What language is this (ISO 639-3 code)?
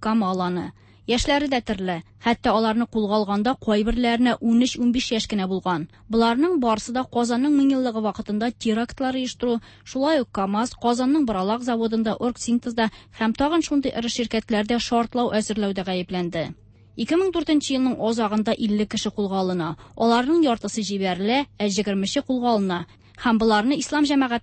tat